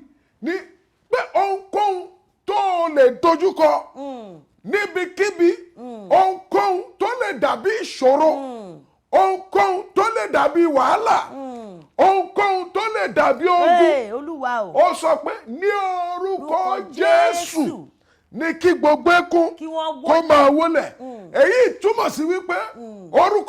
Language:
Yoruba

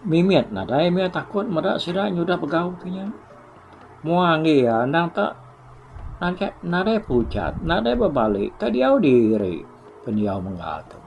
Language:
Iban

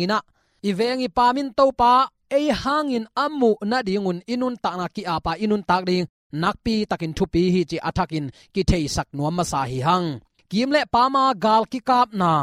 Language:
Tedim Chin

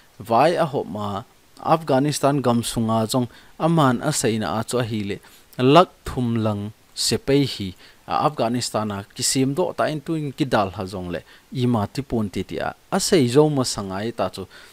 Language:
Thado Chin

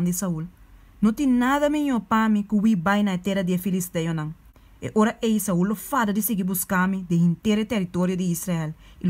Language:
Papiamento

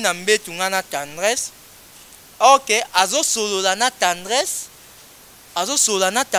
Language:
Lingala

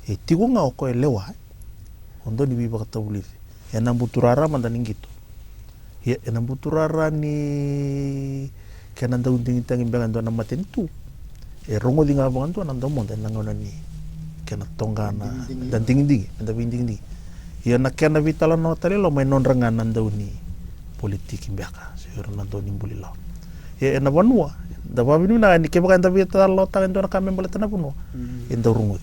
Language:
Fijian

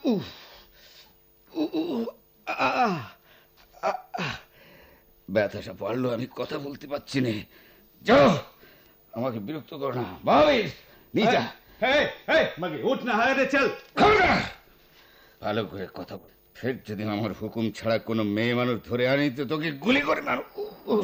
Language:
Bangla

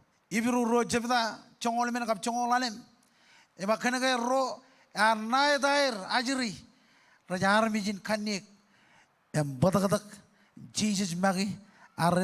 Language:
Marshallese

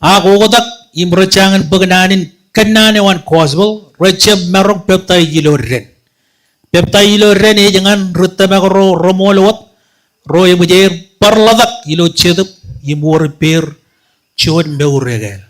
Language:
Marshallese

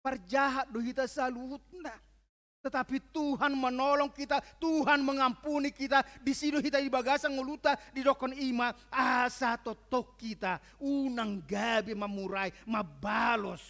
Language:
Batak Toba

